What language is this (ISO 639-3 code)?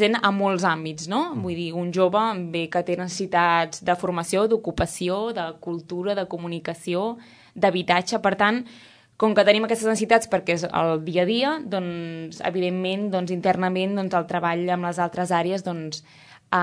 cat